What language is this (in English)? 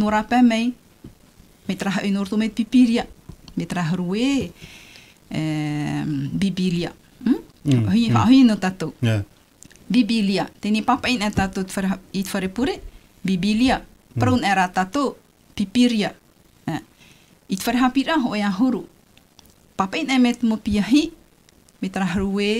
Tahitian